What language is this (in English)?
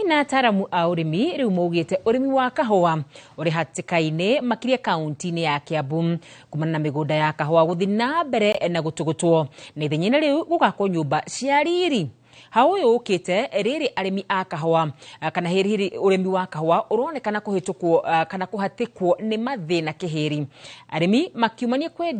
Kikuyu